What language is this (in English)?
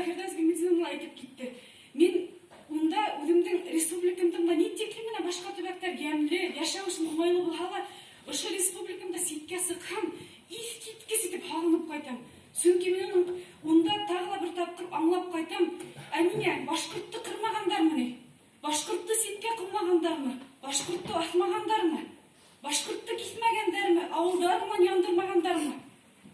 Bashkir